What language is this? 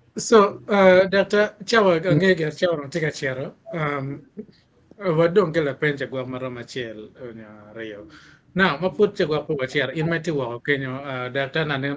Acoli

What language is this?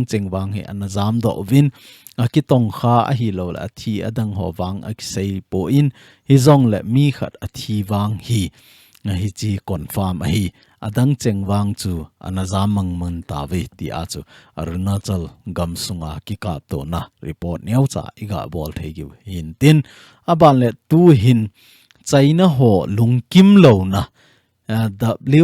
Thado Chin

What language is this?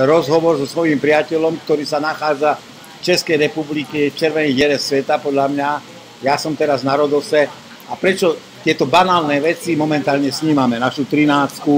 Slovak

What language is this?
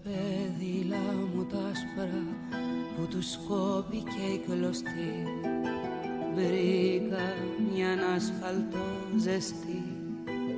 Greek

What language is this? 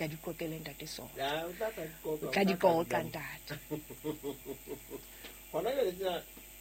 Southern Sotho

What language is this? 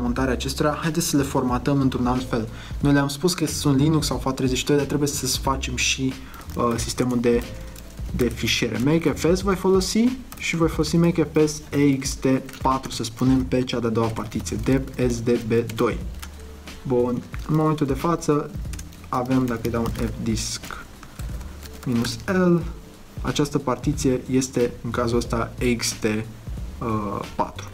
Romanian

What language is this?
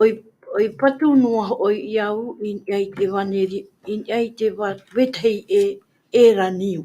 Tahitian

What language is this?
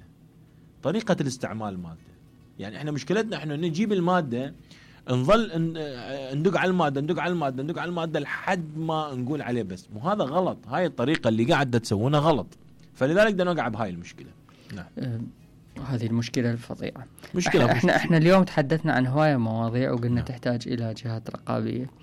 Mesopotamian Arabic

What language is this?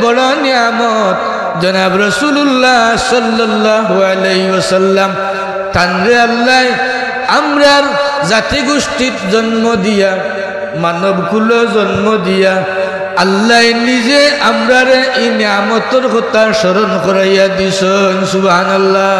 Sylheti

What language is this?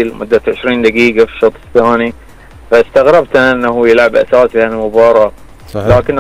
Gulf Arabic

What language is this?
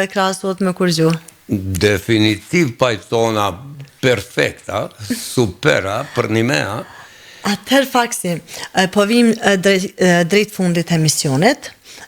Albanian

